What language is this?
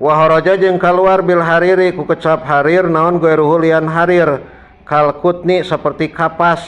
Sundanese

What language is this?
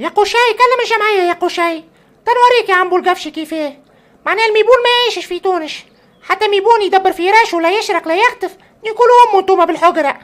Tunisian Arabic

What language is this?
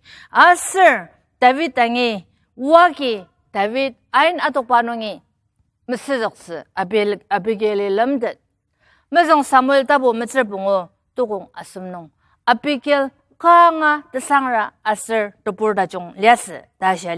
Ao Naga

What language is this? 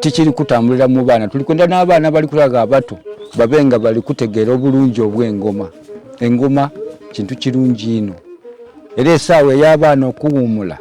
Soga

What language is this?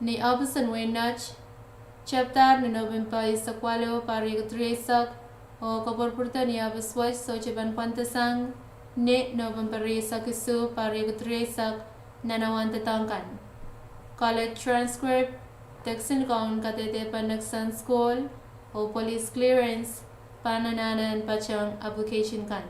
Pohnpeian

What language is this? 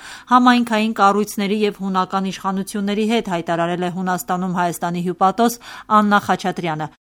Armenian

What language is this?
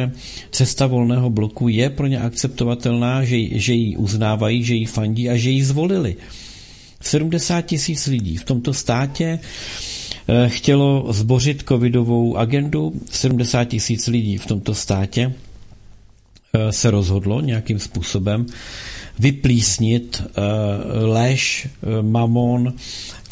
Czech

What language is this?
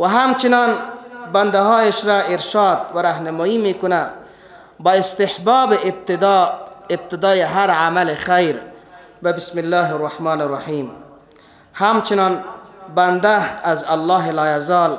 Persian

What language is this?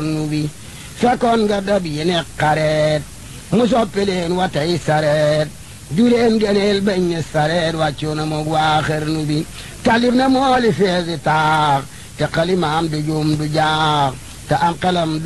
Wolof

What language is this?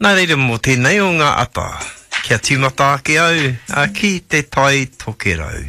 Māori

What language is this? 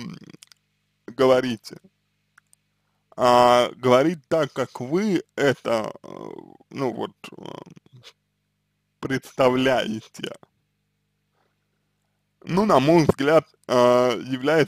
Russian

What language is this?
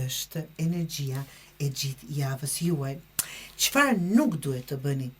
Albanian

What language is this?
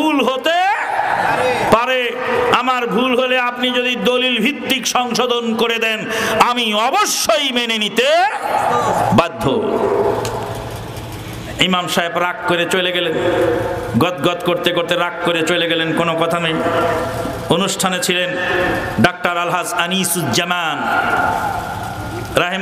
Bangla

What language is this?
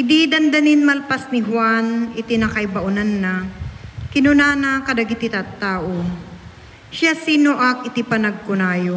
Iloko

